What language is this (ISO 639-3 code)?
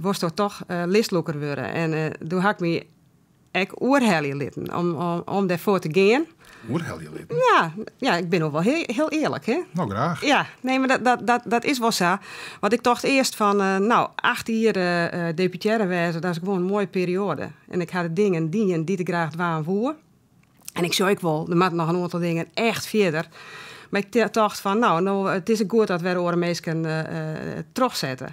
fry